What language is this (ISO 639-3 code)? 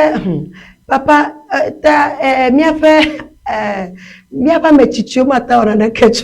ewe